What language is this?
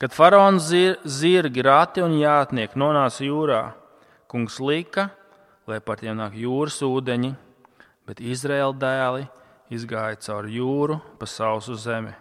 Latvian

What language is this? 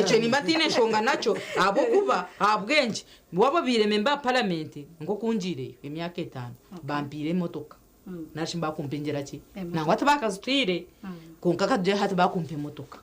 Nyankole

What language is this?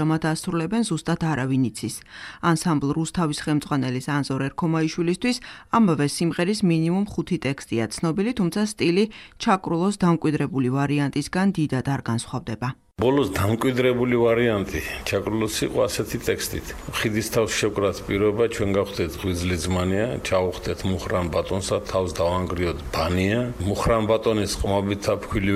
Georgian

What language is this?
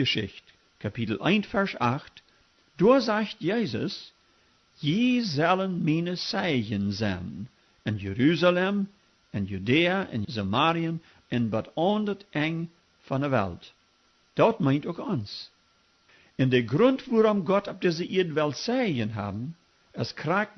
Plautdietsch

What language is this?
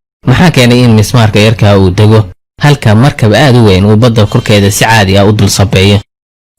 Somali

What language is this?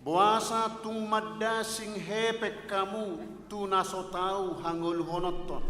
Batak Toba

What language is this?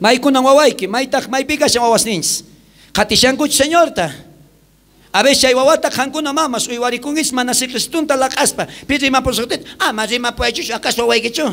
South Bolivian Quechua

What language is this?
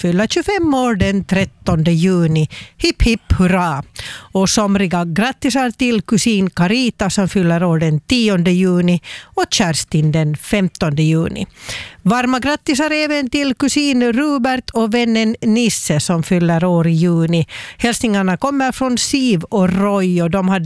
Swedish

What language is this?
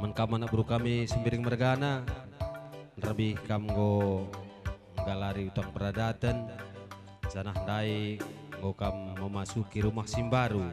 Batak Karo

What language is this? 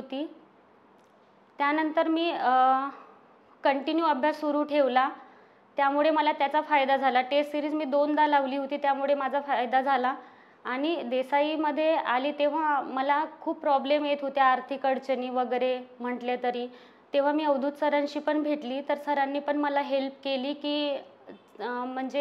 Marathi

